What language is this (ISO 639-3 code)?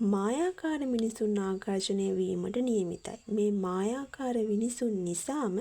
sin